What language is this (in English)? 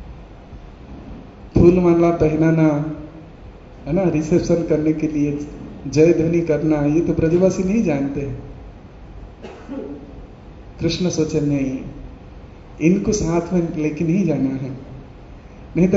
Hindi